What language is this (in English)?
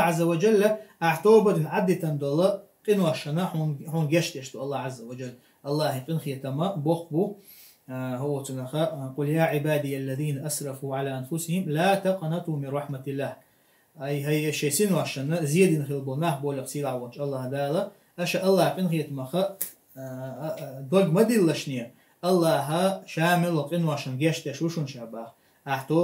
Chechen